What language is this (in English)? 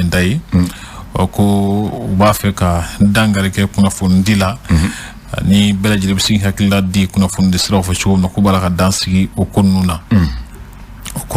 Bambara